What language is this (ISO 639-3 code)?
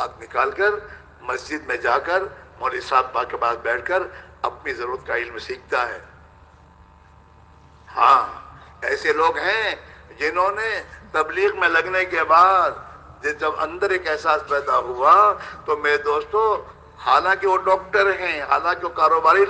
urd